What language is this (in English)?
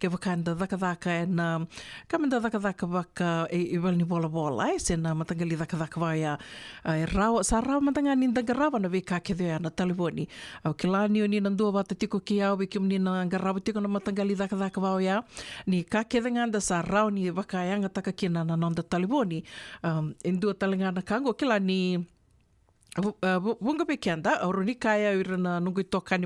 Fijian